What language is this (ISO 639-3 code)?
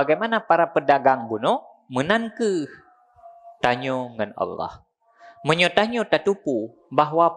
ace